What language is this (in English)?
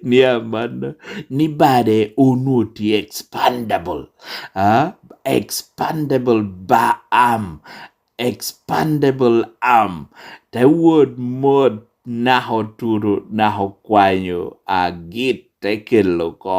Lango (Uganda)